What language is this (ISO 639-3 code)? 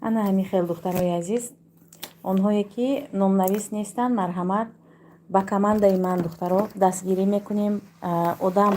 tgk